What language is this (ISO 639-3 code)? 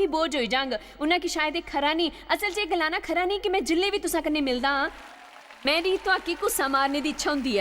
doi